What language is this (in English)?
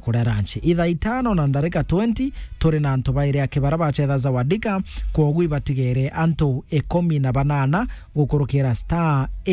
Meru